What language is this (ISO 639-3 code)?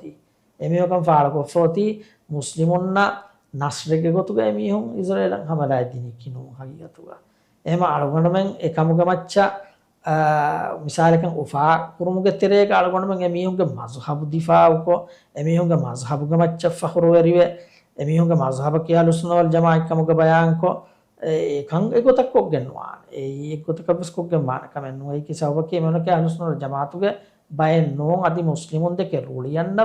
div